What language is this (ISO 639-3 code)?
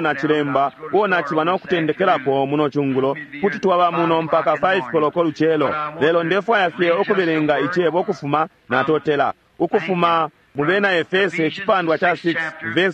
bem